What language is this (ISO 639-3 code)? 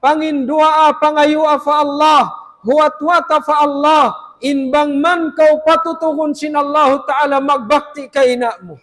tsg